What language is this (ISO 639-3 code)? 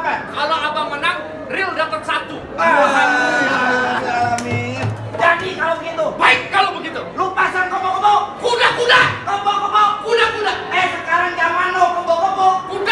bew